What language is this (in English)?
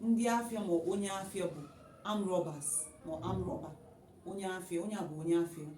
Igbo